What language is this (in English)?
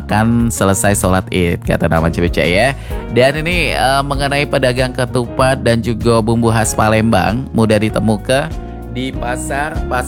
Indonesian